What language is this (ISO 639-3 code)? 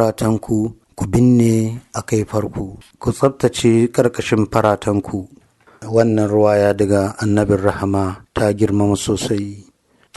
hau